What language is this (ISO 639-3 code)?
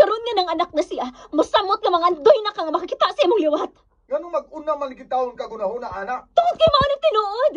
ceb